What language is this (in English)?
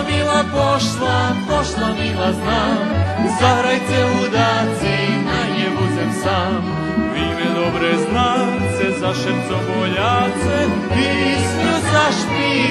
Rusyn